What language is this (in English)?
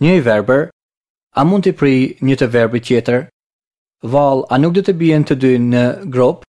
Albanian